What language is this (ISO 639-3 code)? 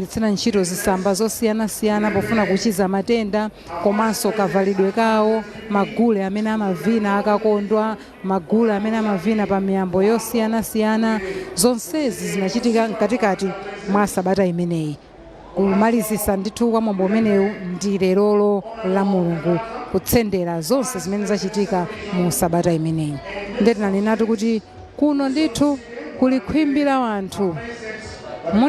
nya